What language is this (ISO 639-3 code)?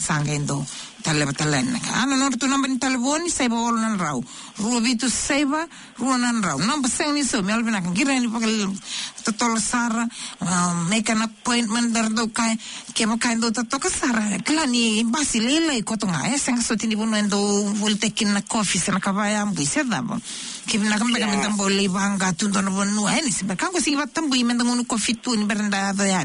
fij